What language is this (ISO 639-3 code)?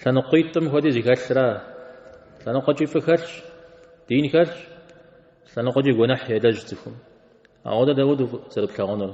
kbd